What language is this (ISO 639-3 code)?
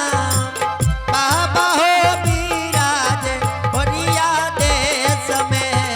anp